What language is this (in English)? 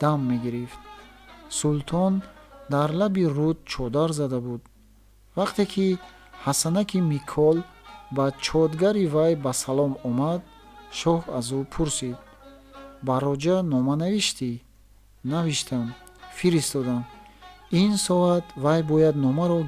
Tajik